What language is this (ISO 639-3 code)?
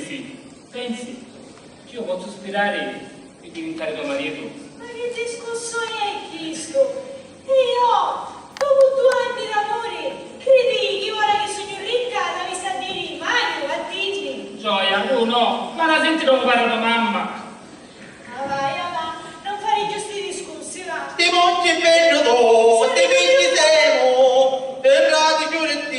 scn